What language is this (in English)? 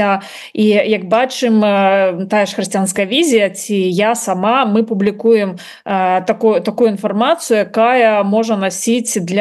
Belarusian